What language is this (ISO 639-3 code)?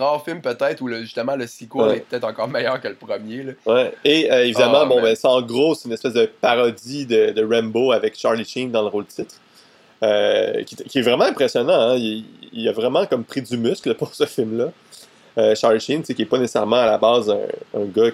fra